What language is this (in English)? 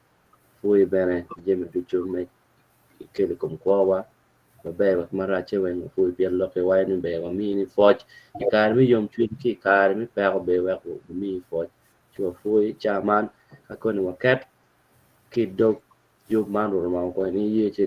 Acoli